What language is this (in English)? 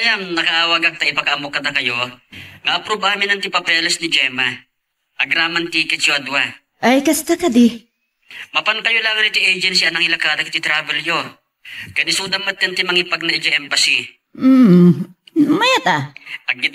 Iloko